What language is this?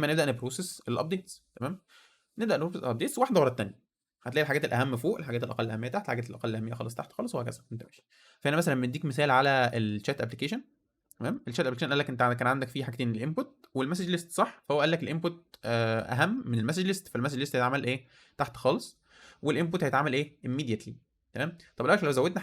Egyptian Arabic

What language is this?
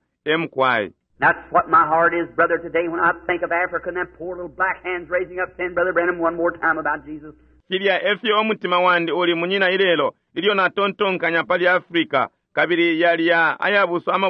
Bemba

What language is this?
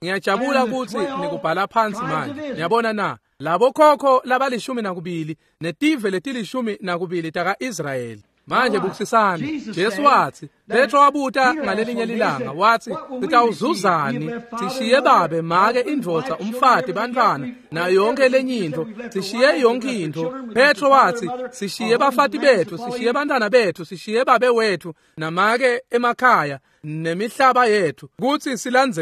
Swati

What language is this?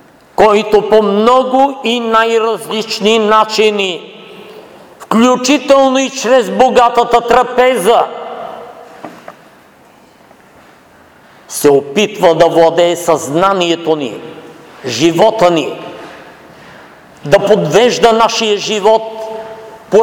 Bulgarian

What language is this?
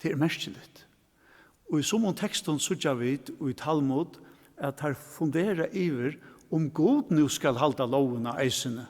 Faroese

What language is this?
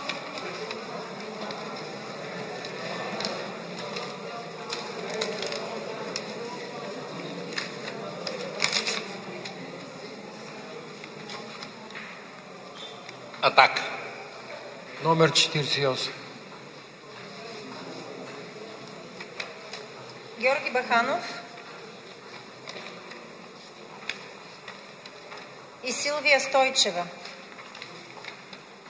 Bulgarian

